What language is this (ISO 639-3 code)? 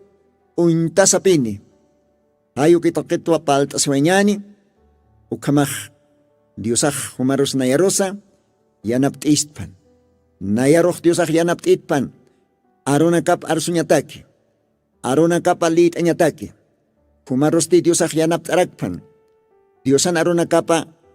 aym